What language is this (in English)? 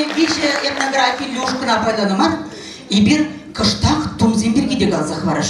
Chuvash